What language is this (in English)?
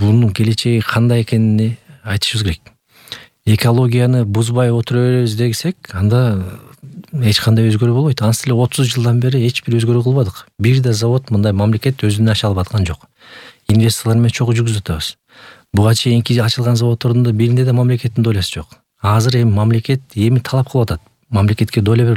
Kyrgyz